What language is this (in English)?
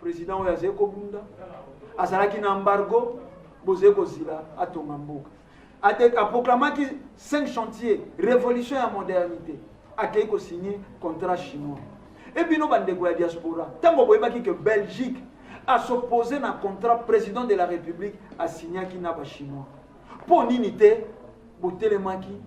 Lingala